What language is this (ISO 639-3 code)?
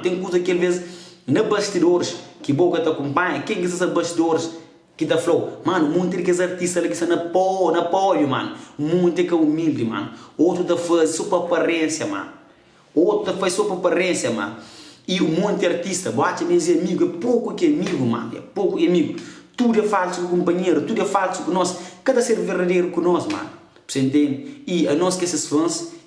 kea